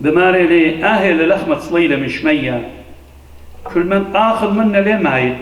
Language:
Assyrian Neo-Aramaic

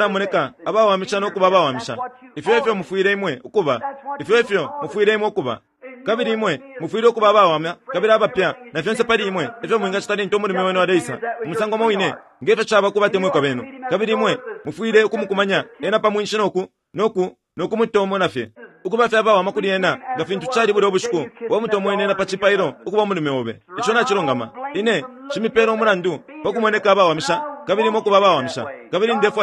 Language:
Bemba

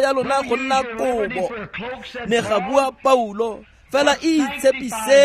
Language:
Tswana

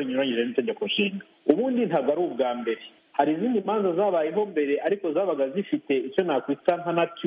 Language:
Kinyarwanda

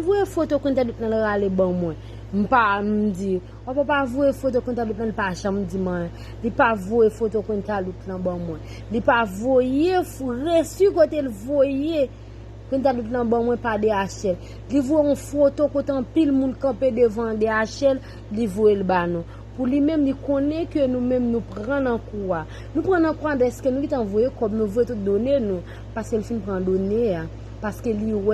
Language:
Haitian Creole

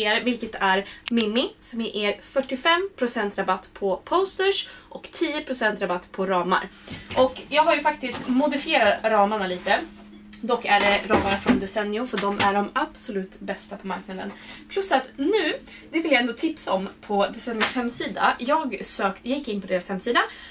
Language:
Swedish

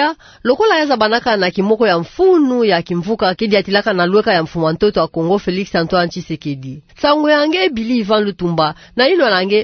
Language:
Kituba (Democratic Republic of Congo)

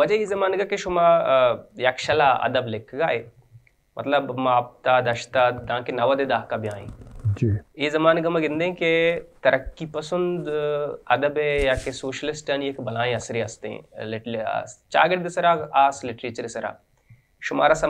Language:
Baluchi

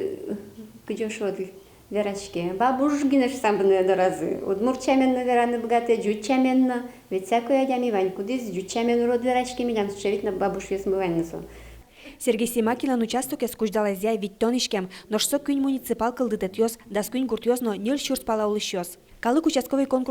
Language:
Udmurt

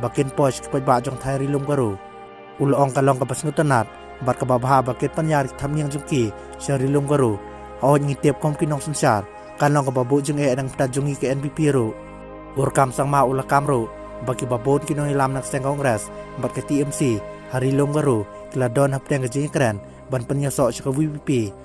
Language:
Khasi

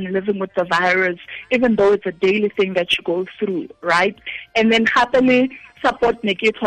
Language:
Tswana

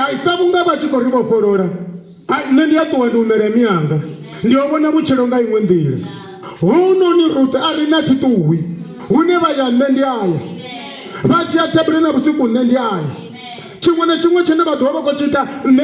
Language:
Venda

